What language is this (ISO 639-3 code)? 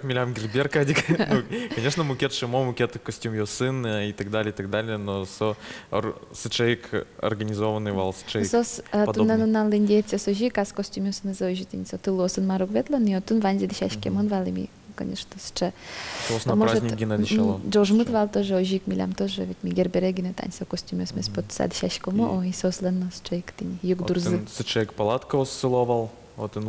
udm